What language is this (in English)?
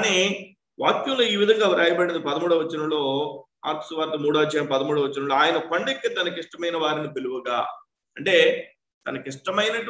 Telugu